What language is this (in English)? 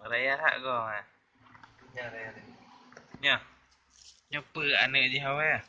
Achinese